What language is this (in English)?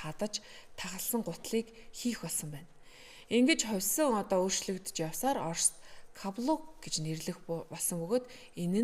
Mongolian